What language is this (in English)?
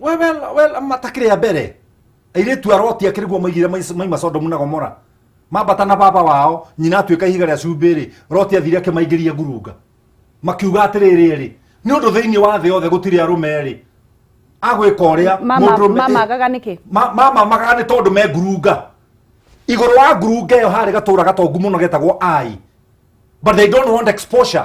Kikuyu